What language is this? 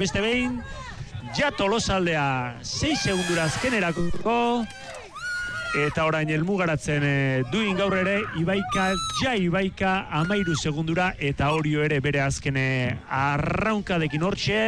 Basque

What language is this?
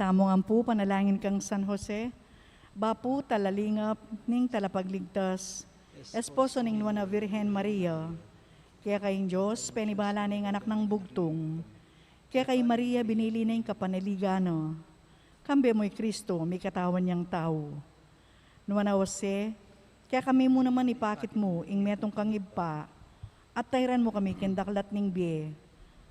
Pampanga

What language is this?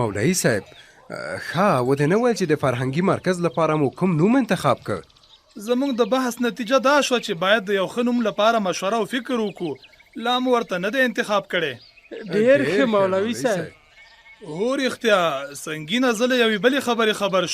Pashto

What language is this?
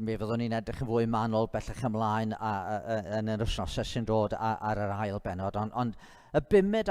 Welsh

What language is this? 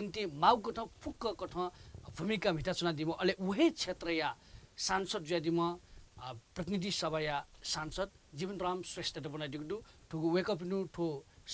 Newari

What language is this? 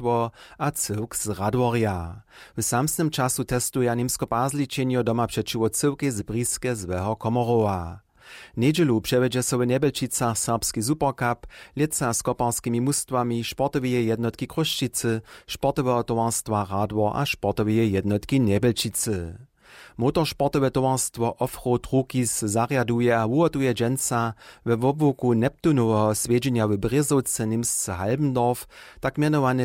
Upper Sorbian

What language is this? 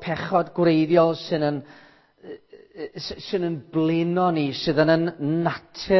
Welsh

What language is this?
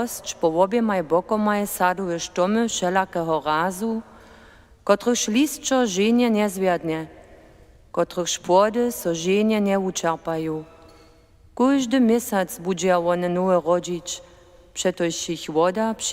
Upper Sorbian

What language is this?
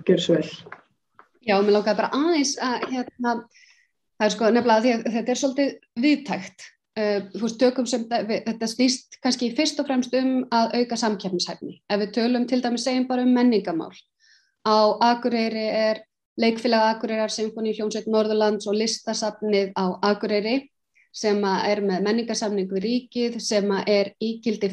Icelandic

